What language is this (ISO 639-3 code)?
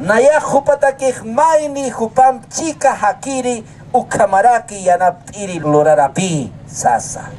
aym